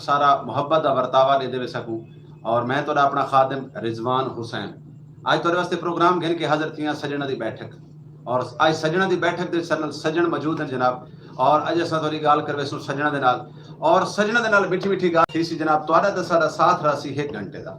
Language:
Saraiki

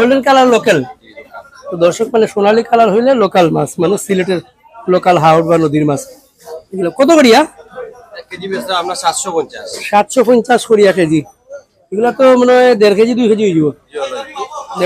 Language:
Sylheti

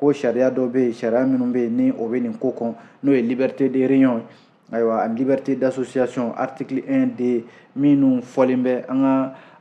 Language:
Bambara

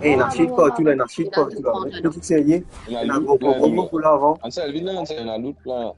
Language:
Morisyen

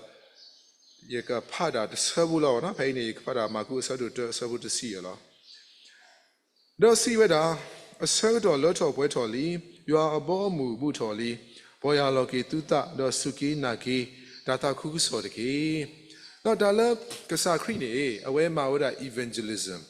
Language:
S'gaw Karen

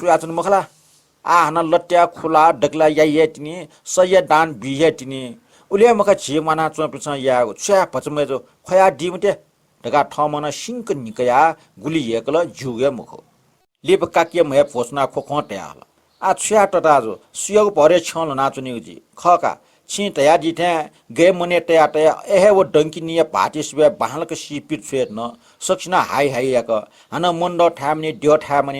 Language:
Newari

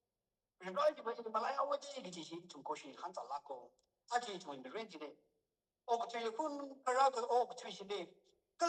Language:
Tangkhul Naga (India)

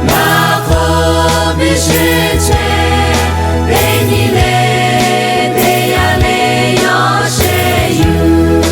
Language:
Lahu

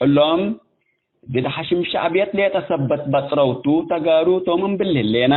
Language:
Tigre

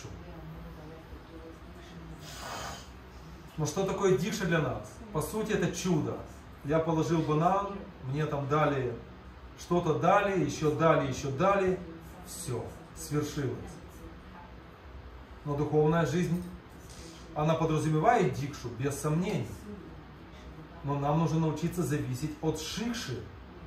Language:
Russian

